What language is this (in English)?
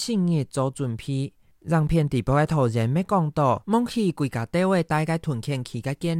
Hakka Chinese